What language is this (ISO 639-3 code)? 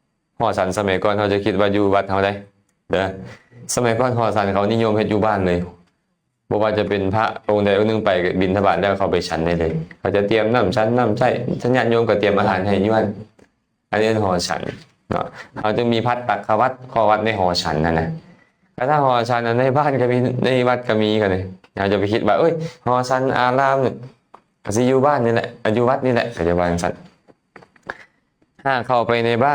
lao